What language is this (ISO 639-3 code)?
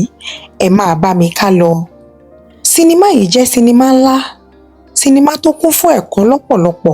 yor